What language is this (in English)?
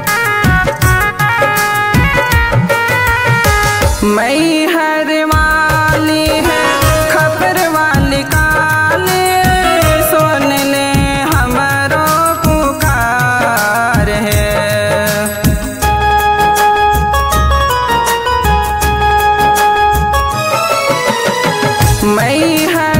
Bhojpuri